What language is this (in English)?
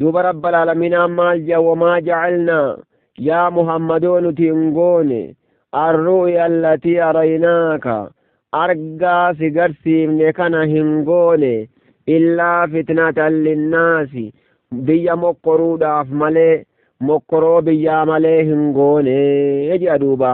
Oromo